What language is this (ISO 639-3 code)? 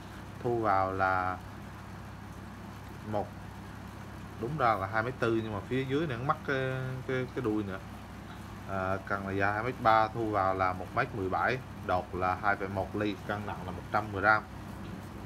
vie